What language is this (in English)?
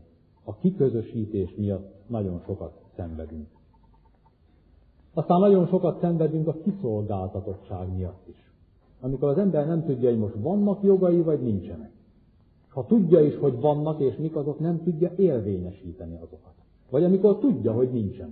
Hungarian